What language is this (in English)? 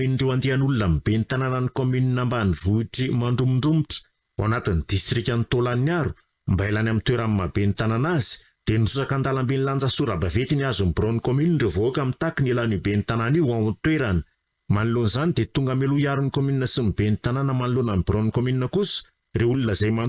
Malagasy